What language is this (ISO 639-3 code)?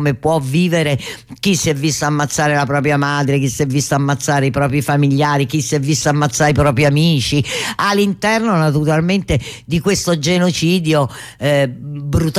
ita